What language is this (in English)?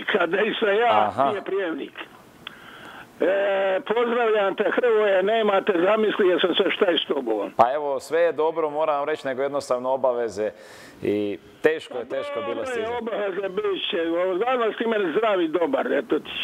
Croatian